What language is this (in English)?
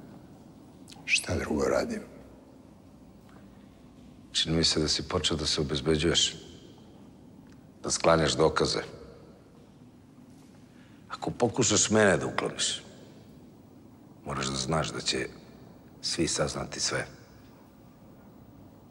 Serbian